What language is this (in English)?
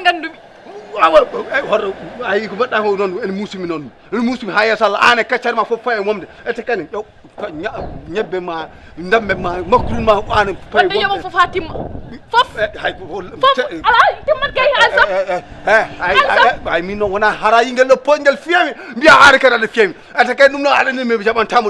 Fula